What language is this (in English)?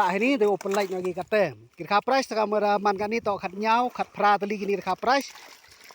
Khasi